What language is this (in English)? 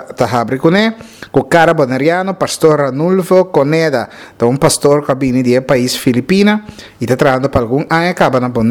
Papiamento